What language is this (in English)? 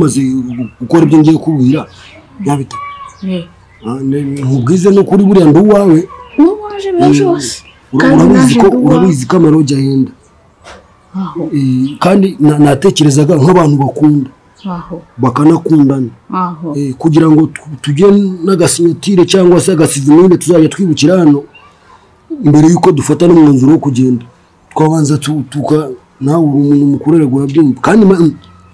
Kinyarwanda